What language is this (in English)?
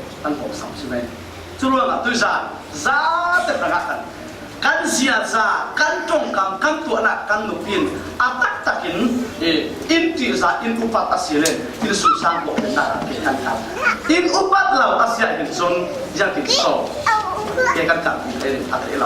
Falam Chin